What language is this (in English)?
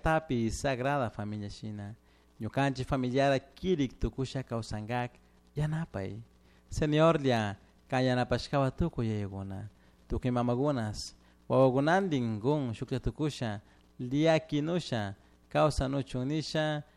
Chimborazo Highland Quichua